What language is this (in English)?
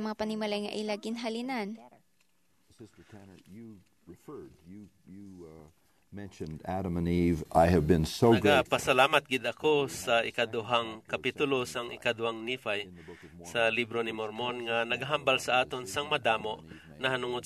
Hiligaynon